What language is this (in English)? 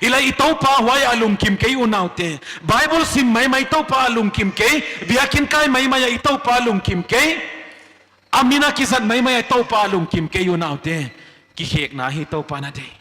Paite Chin